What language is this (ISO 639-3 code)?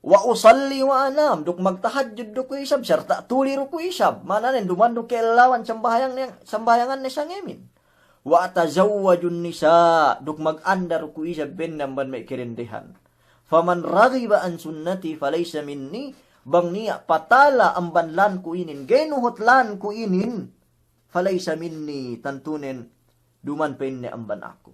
yka